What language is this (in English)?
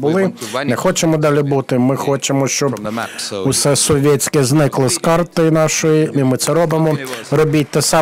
Ukrainian